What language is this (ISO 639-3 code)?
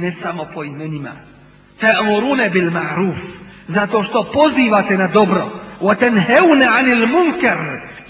bos